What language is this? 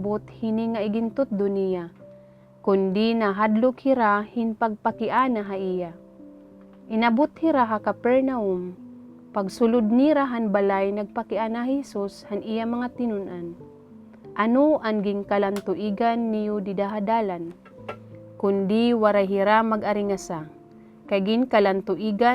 Waray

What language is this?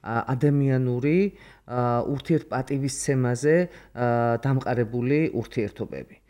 Georgian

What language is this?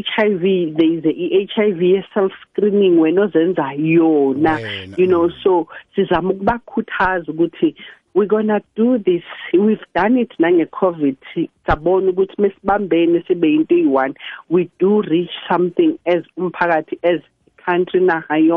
South Ndebele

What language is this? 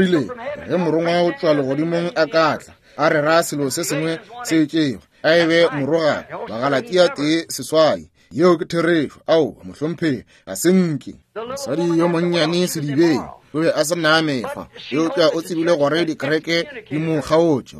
Northern Sotho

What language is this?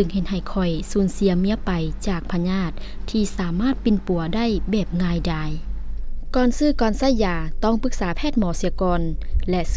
Lao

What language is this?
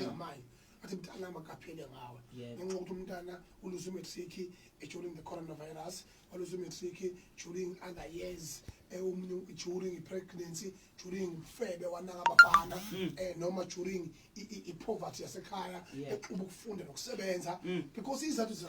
Zulu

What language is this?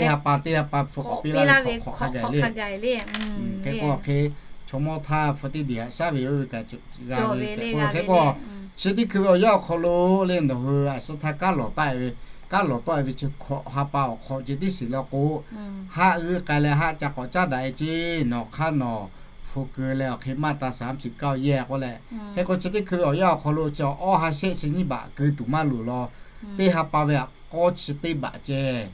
Lahu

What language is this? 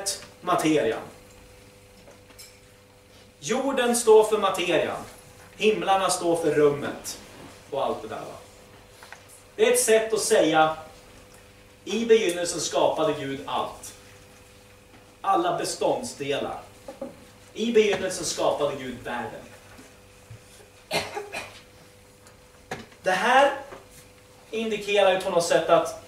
Swedish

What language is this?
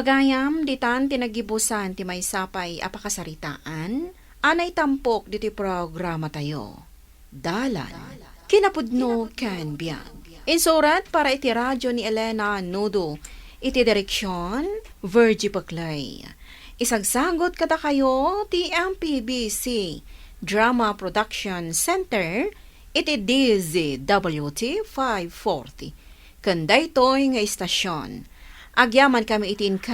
Iloko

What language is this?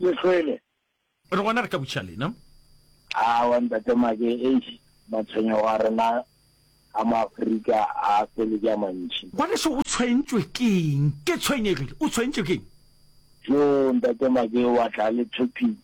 Northern Sotho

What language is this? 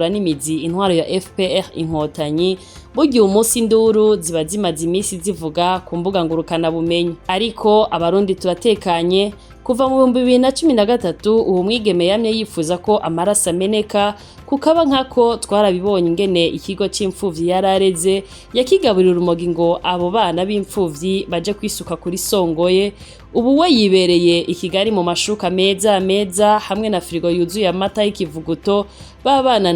Rundi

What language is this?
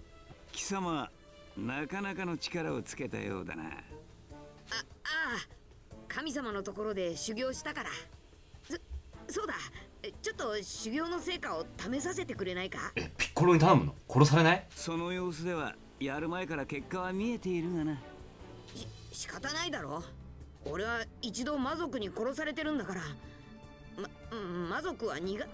Japanese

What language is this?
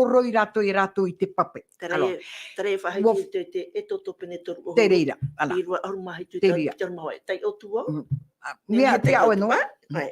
Tahitian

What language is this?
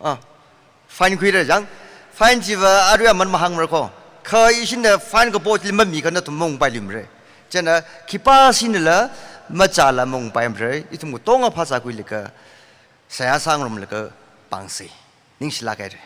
Tangkhul Naga (India)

